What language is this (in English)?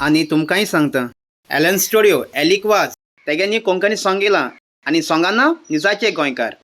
Konkani